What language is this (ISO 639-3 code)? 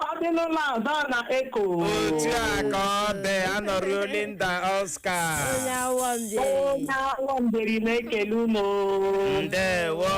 ibo